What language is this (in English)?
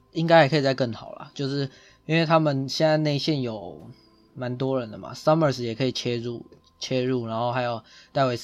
Chinese